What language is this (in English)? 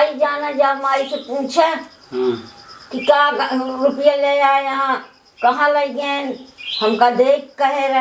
Awadhi